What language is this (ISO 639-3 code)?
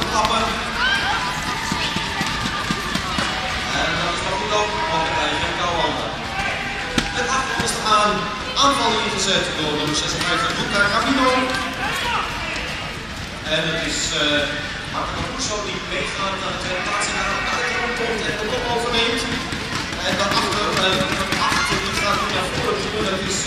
nld